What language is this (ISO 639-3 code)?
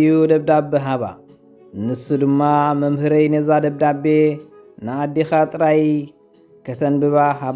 tir